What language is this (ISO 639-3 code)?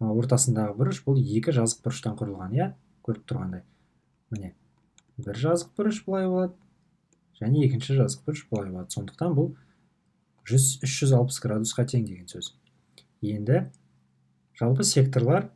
kaz